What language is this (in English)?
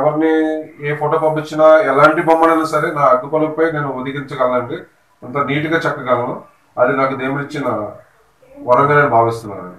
Telugu